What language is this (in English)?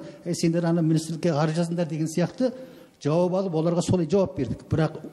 Kazakh